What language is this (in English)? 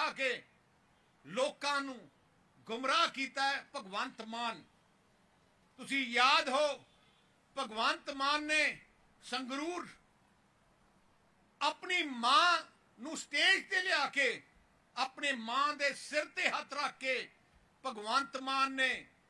Punjabi